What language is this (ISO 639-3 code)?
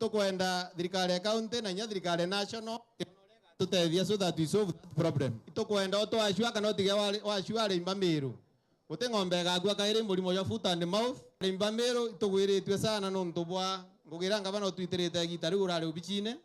mer